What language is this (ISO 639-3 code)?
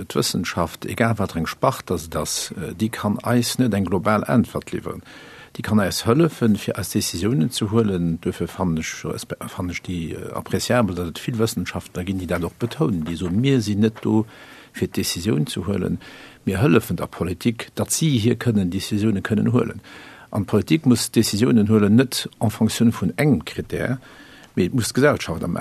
ltz